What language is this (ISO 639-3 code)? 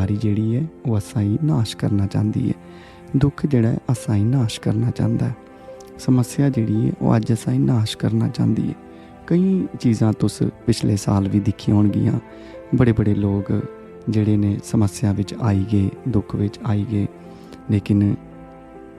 doi